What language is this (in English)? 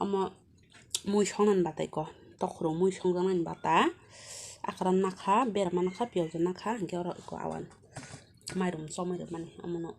Kok Borok